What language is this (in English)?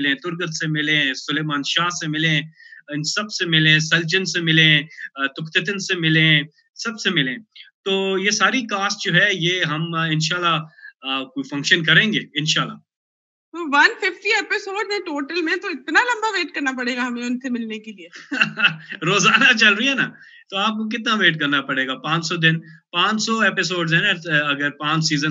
Hindi